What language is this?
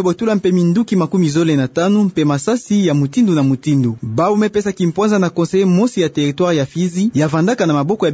Kituba (Democratic Republic of Congo)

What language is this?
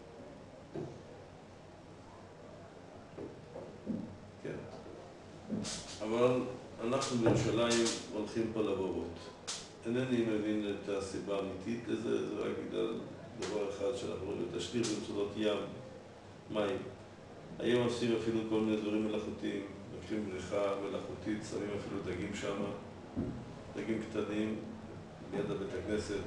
Hebrew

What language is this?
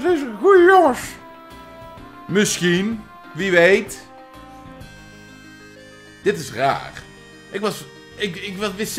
Dutch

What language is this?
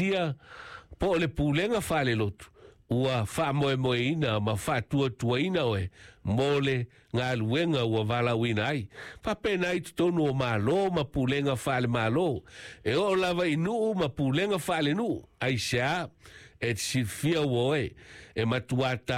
Samoan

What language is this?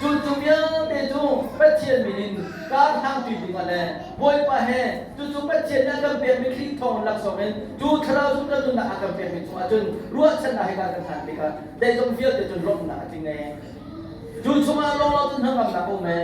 Hakha Chin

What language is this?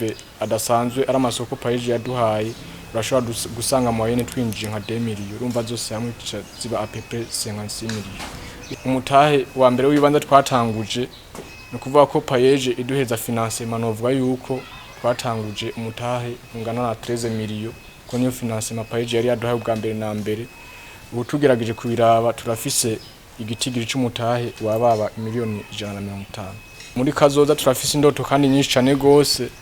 Rundi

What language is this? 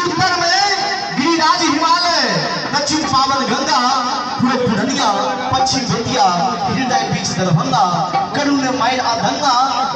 Maithili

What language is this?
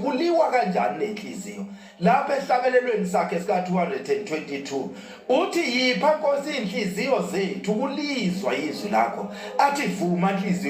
Zulu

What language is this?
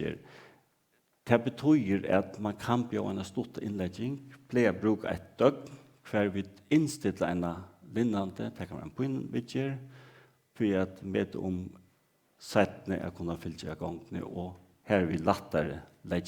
Faroese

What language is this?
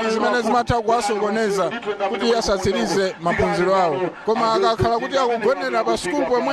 Nyanja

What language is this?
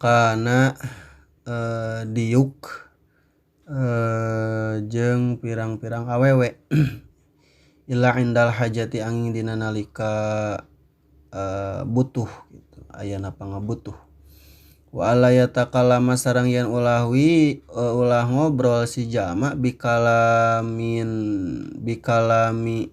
Sundanese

